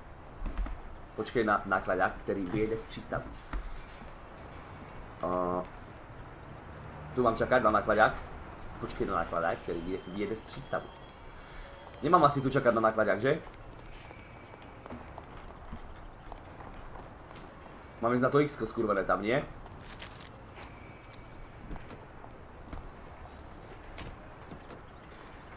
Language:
Slovak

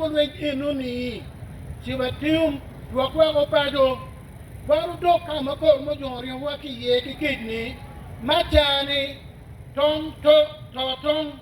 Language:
Acoli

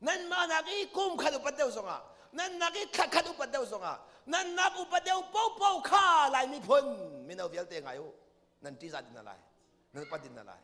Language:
Hakha Chin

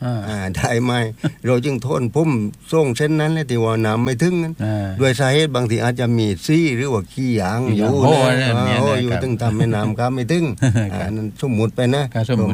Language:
Thai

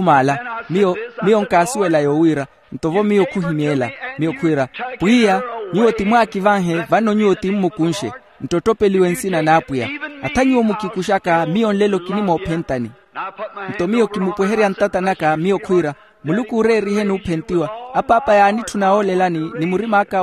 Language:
Makhuwa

